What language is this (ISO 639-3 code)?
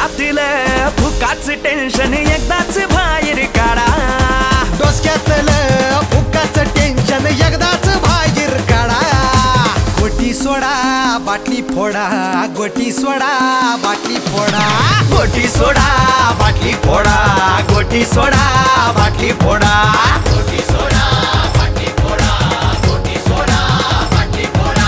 mar